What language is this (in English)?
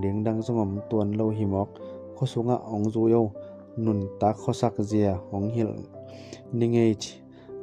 Tedim Chin